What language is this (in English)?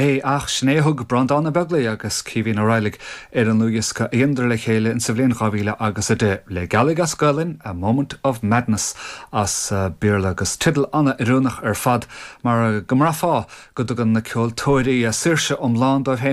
Irish